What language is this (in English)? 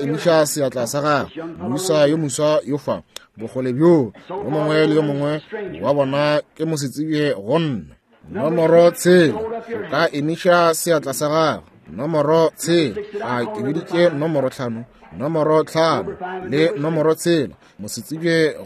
Northern Sotho